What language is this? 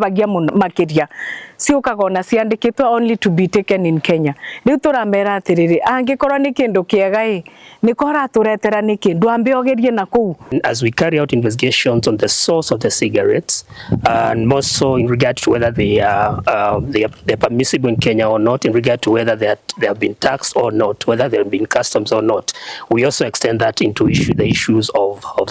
Kikuyu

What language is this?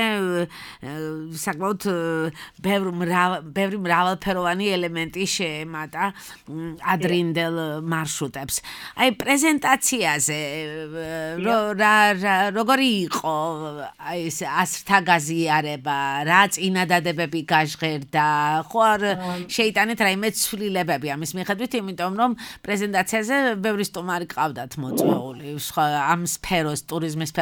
Georgian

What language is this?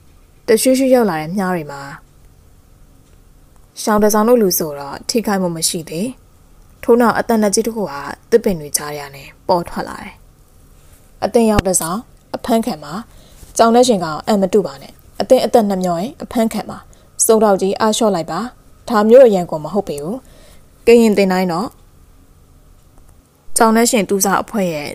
Burmese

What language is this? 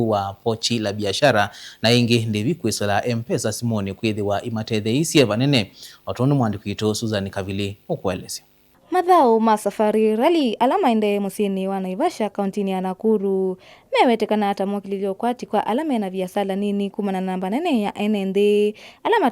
Kamba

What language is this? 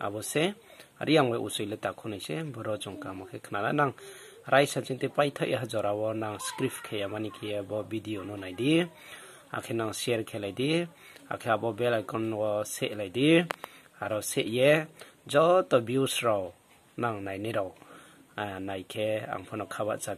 Riang (India)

